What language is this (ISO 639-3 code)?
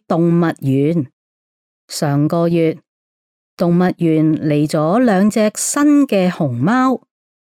yue